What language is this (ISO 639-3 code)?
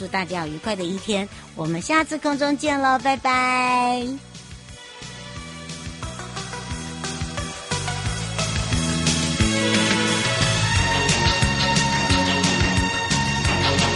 zho